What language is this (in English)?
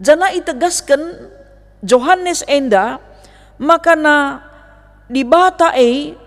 Batak Karo